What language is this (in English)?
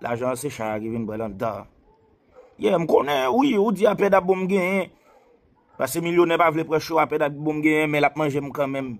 Haitian Creole